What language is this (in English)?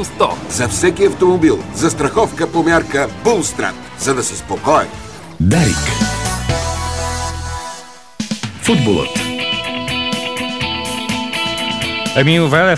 Bulgarian